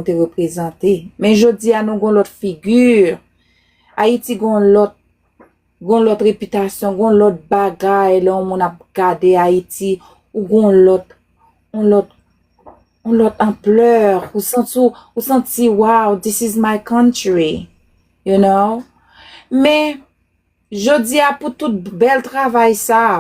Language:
Haitian Creole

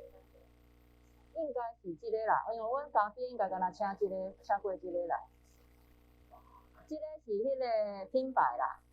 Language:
Min Nan Chinese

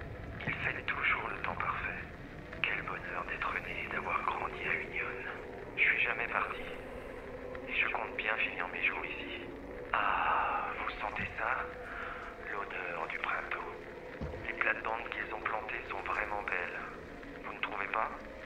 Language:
French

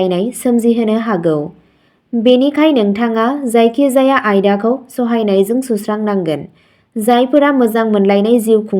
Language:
Bodo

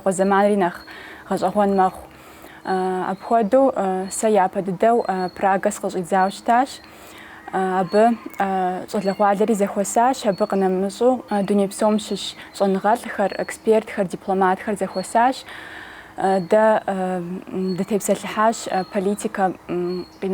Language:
Kabardian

